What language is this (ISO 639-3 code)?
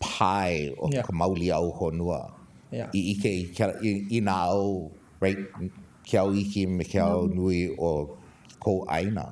haw